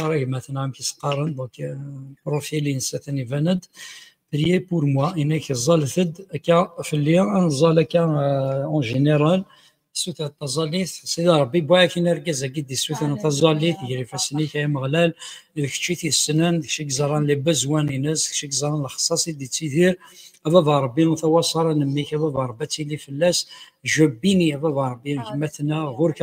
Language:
Kabyle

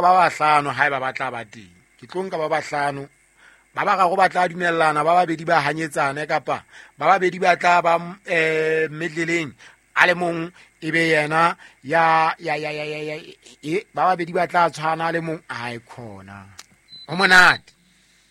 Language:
Southern Sotho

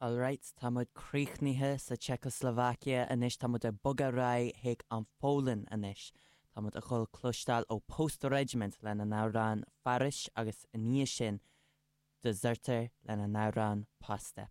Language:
Irish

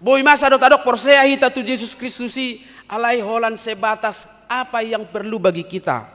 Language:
Batak Toba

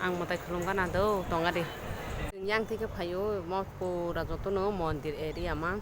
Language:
Kok Borok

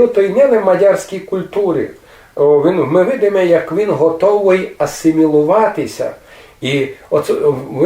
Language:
Rusyn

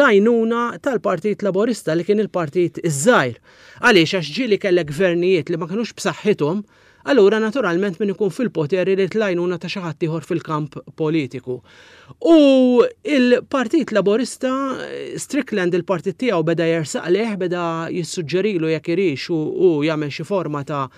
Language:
Maltese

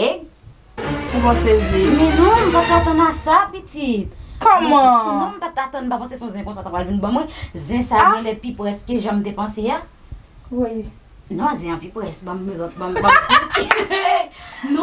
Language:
Haitian Creole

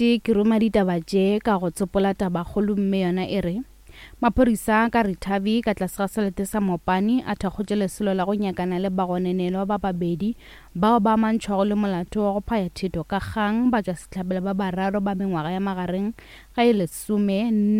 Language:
Northern Sotho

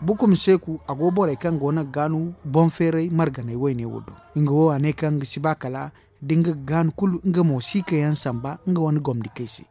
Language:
Zarma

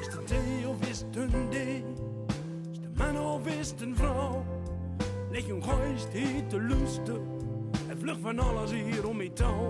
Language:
Gronings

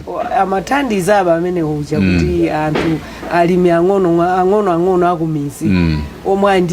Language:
Nyanja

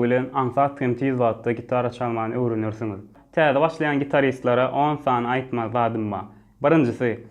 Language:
Turkmen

